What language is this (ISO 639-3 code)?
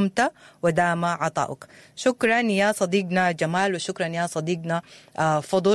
apd